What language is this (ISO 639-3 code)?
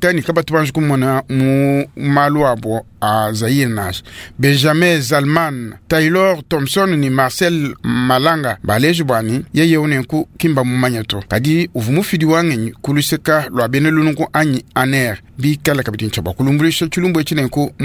lua